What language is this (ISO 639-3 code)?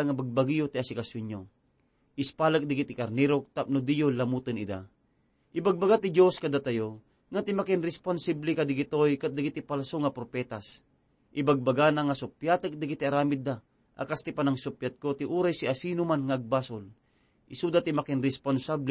ilo